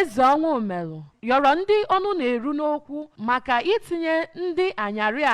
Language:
Igbo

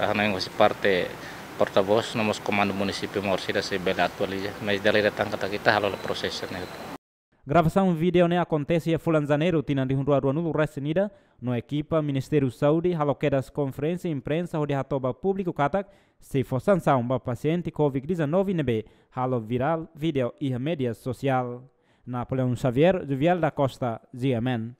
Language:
Tetum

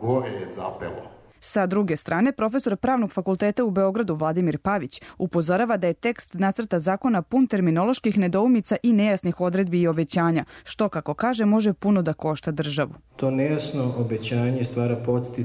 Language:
Serbian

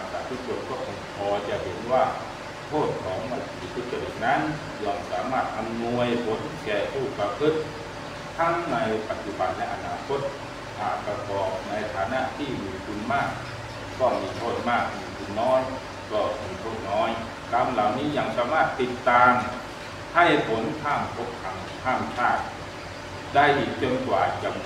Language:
Thai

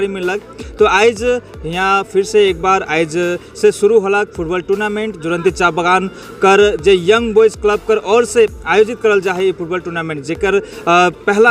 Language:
Sadri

